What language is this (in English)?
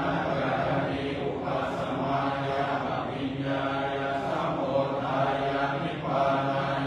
Pali